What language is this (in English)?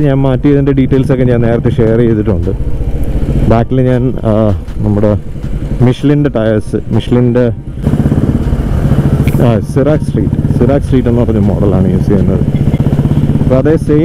Malayalam